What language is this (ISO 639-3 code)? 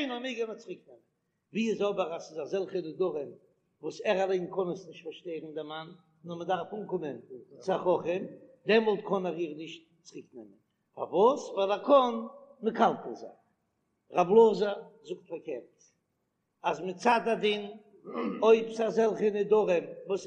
yid